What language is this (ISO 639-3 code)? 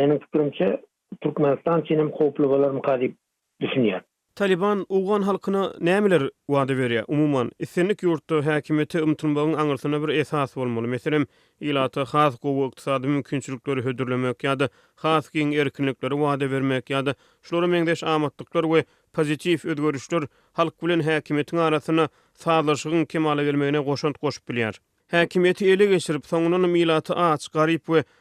tuk